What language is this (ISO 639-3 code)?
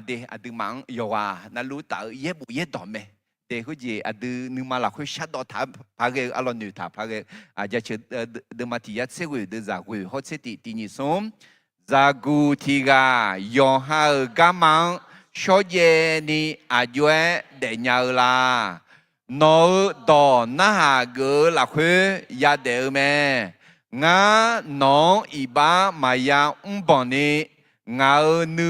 ahk